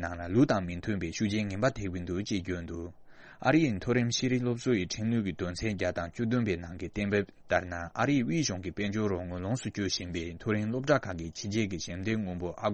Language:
Tibetan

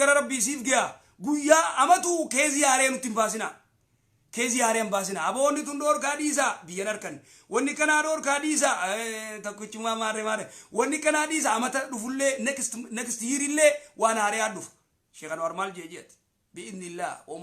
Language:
Oromo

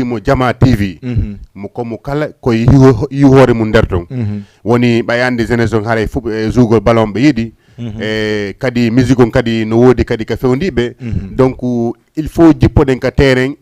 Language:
Fula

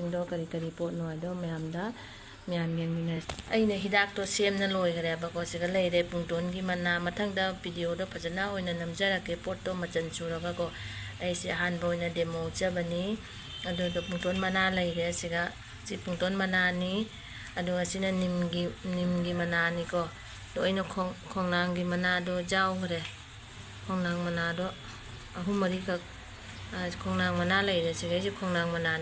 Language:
Manipuri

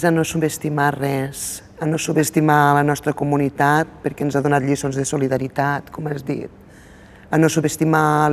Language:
Catalan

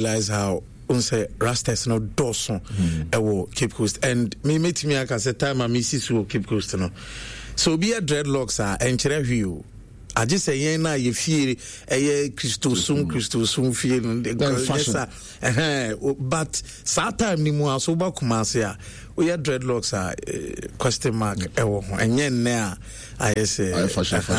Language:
Akan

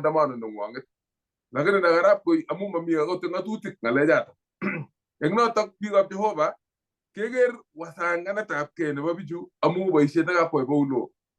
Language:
Kalenjin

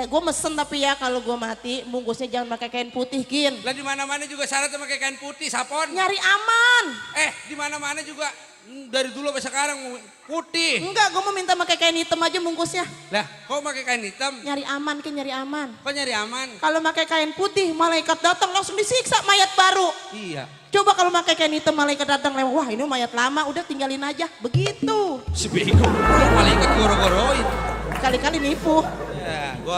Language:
Betawi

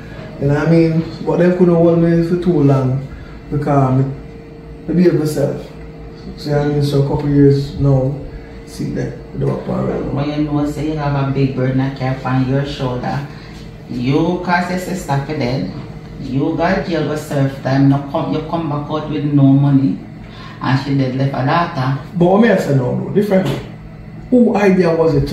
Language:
Jamaican Creole English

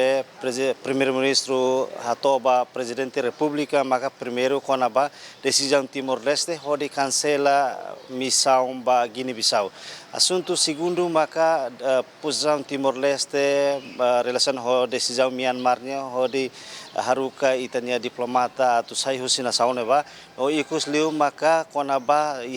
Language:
Tetum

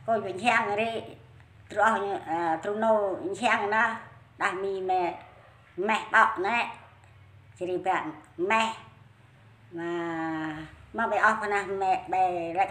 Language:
Central Mnong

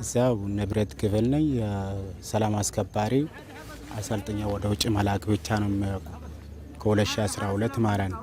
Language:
Amharic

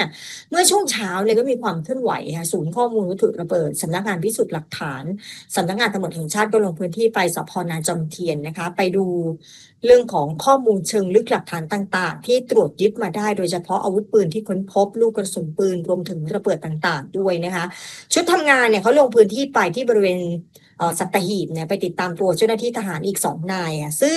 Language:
Thai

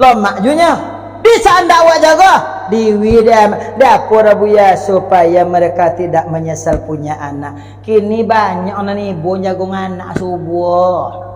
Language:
Minangkabau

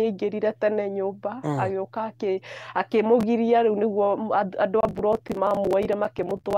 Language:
Kikuyu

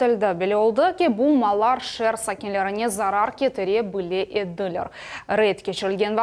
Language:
Crimean Tatar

